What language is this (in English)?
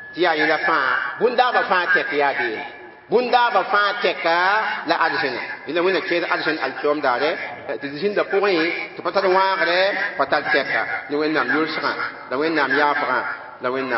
Mossi